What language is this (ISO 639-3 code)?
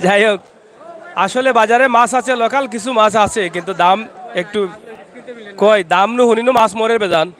syl